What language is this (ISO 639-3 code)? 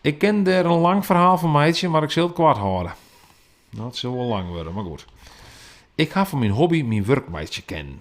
fry